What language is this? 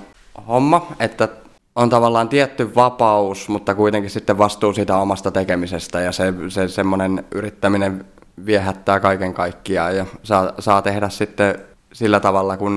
Finnish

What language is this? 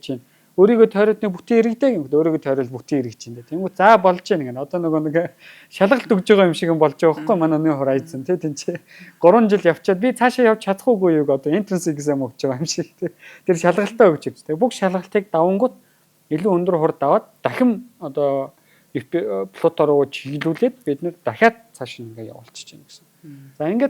Mongolian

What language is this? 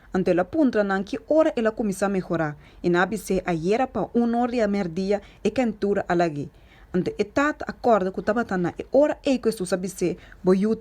Papiamento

